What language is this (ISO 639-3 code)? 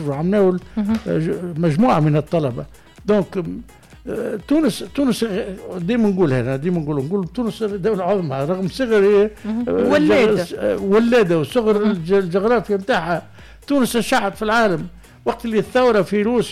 aeb